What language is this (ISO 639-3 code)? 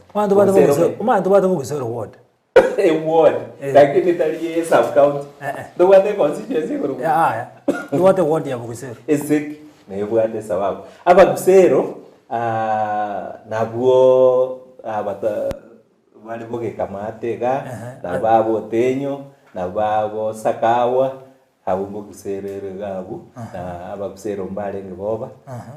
guz